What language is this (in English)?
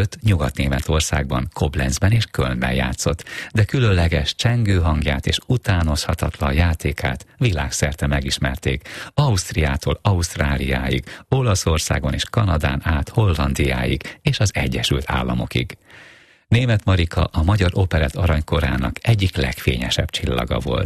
Hungarian